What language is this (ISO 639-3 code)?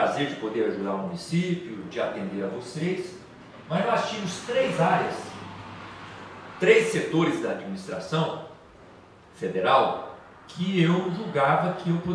por